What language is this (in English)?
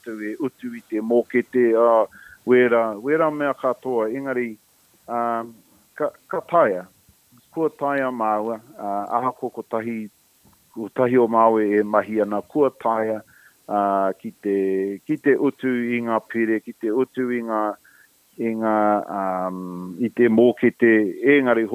Māori